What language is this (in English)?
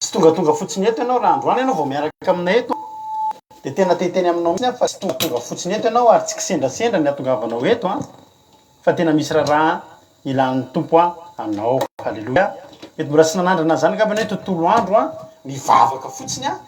Malagasy